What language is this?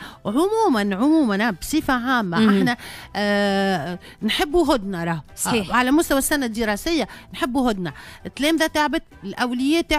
Tunisian Arabic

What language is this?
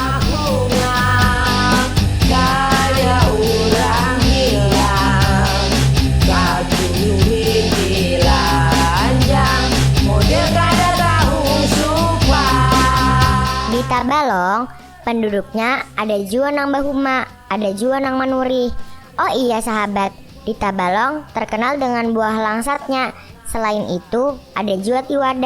Banjar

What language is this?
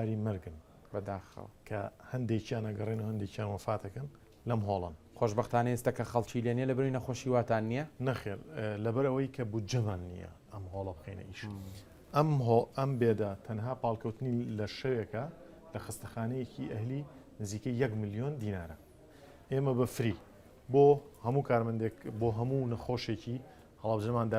Central Kurdish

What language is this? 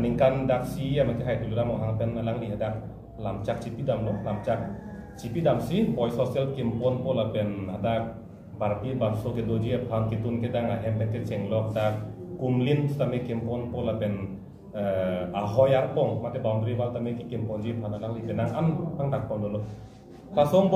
Karbi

